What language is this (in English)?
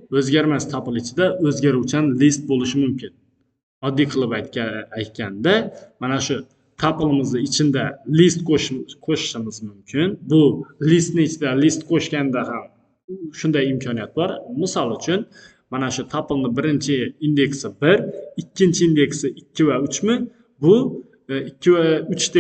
Uzbek